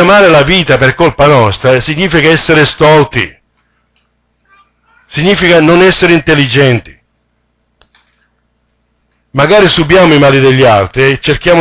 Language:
Italian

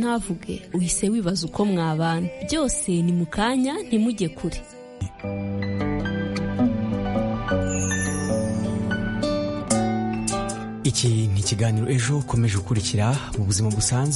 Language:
Kinyarwanda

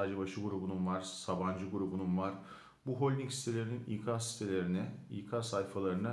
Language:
Turkish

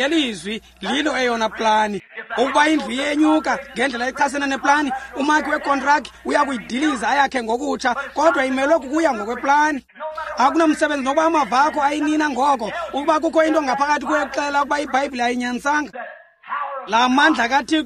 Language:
Xhosa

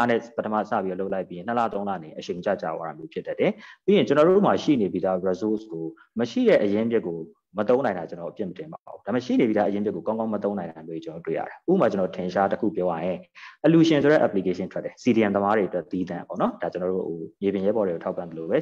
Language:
Burmese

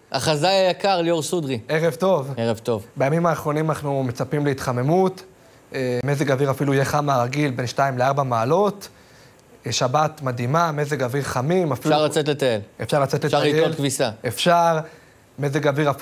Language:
Hebrew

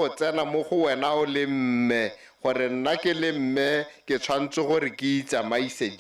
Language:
Tswana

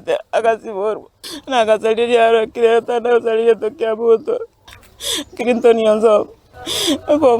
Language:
Gusii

